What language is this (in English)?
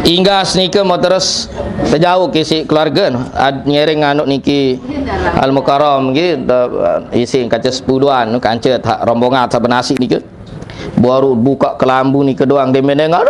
Sasak